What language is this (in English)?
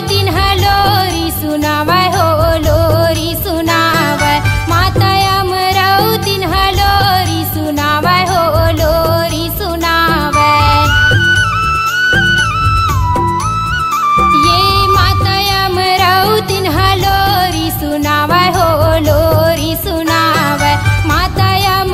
Chhattisgarhi